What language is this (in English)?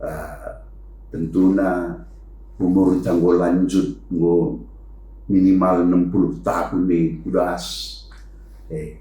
Batak Karo